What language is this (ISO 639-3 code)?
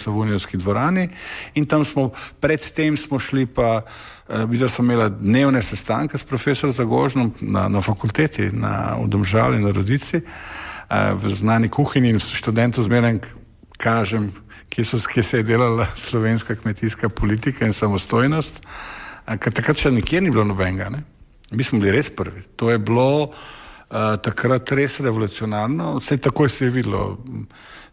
slv